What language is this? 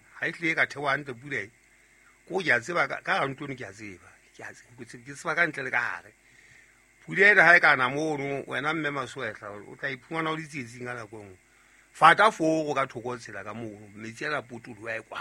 Southern Sotho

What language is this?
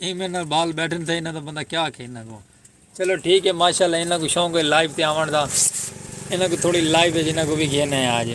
Saraiki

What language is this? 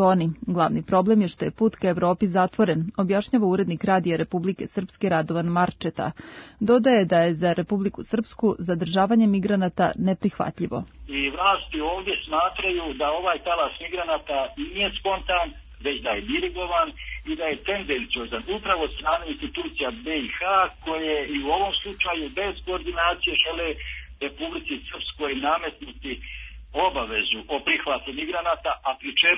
Serbian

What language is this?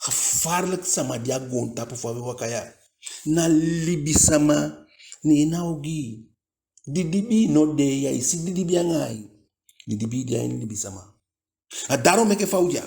Eastern Maroon Creole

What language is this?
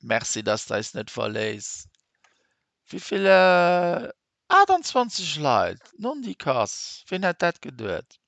Luxembourgish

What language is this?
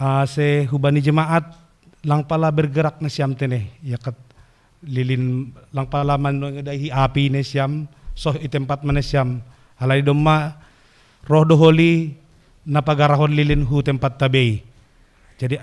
Batak Simalungun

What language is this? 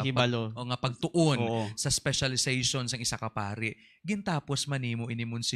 Hiligaynon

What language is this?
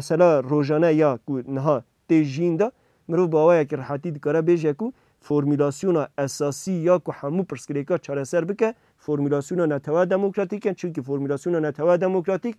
Kurdish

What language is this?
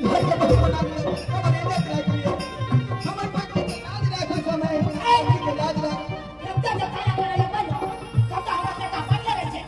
Maithili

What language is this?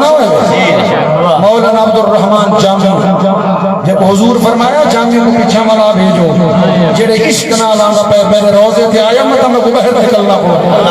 Saraiki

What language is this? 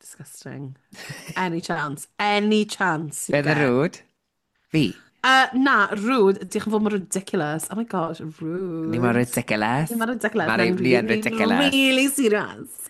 Welsh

